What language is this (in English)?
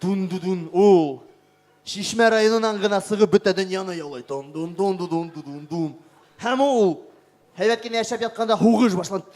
Bashkir